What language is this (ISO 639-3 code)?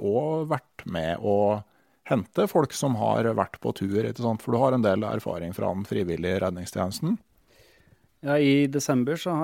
nor